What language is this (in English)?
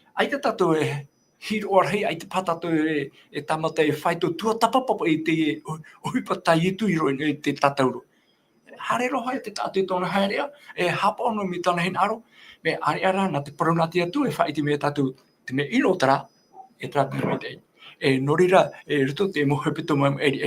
Tahitian